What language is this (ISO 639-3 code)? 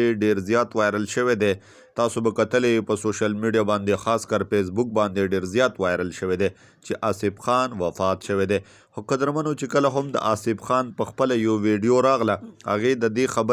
pus